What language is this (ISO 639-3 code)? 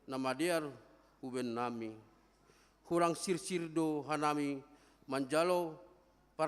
bts